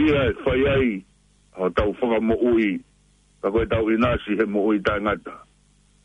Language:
Tongan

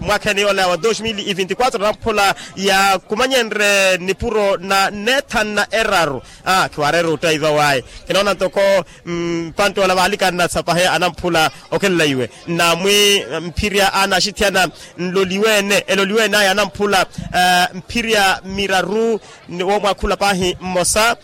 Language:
Makhuwa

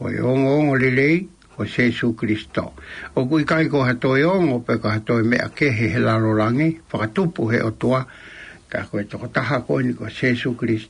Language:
Tongan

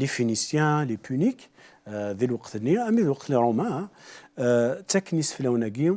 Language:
Kabyle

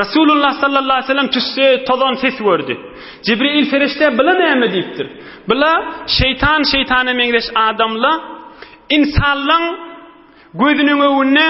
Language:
Turkmen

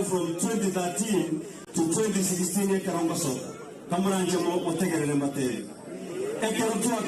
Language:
Gusii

